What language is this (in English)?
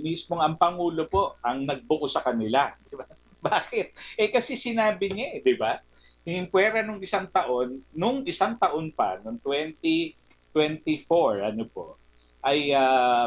Filipino